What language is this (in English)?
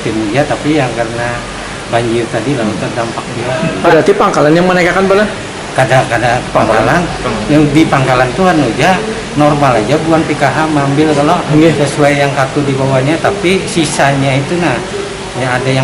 Banjar